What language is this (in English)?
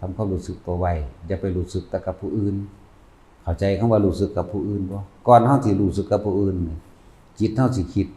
Northeastern Thai